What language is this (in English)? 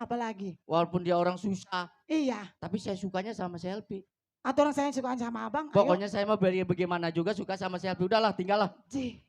Betawi